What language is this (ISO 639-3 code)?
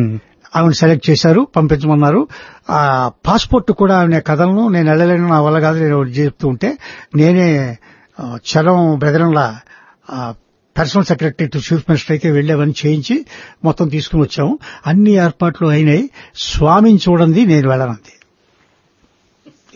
tel